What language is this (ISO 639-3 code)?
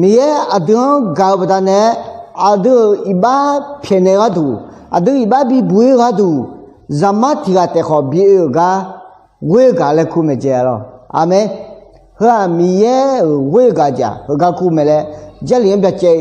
ahk